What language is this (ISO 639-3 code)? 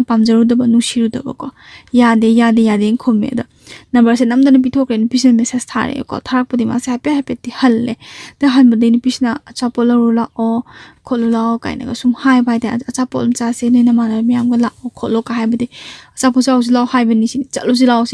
mni